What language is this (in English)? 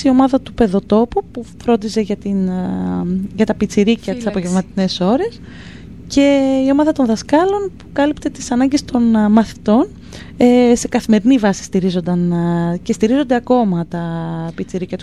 Greek